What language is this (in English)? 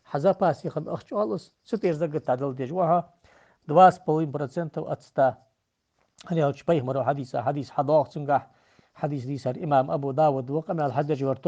Ingush